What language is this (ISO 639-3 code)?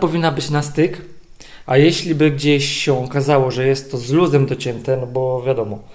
pol